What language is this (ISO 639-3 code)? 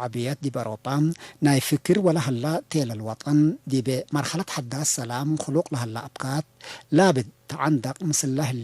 tig